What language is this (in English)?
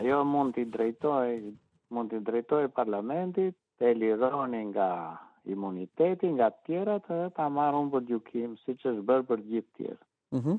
Albanian